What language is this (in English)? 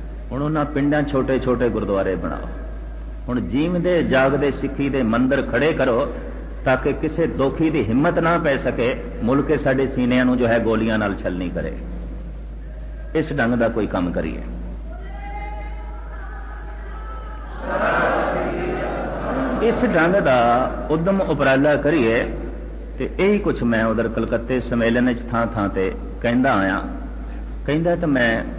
Punjabi